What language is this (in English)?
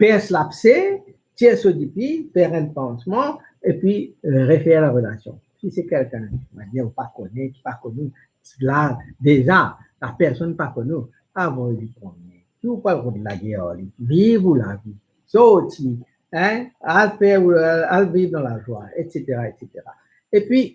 Morisyen